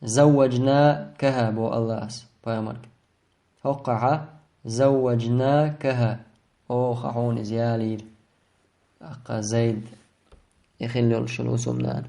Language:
Chechen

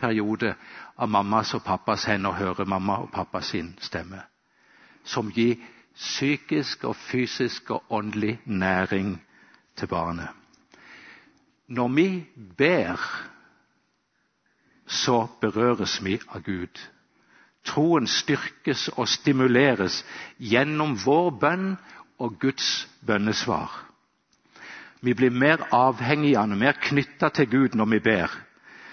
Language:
Norwegian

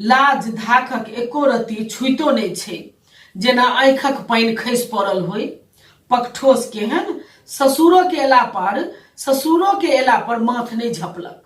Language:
Maithili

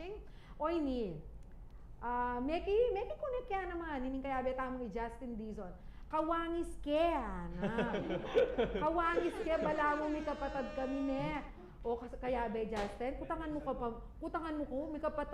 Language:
Pampanga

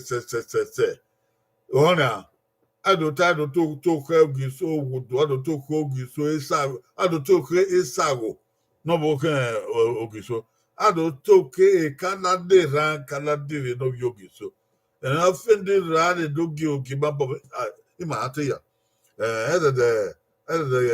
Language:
Bini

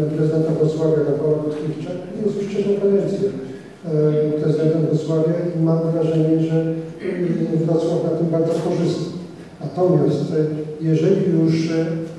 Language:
Polish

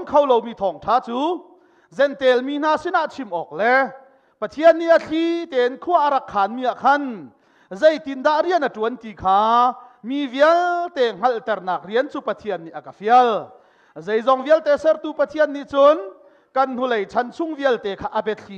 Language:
Hakha Chin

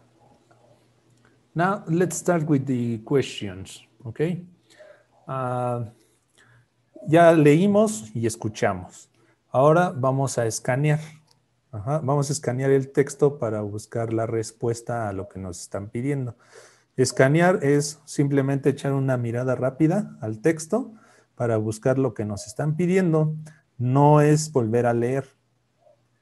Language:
Spanish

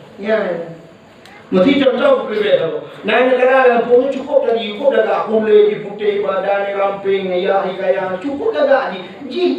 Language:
Achinese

